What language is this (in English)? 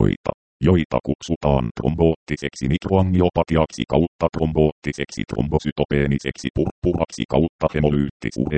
Finnish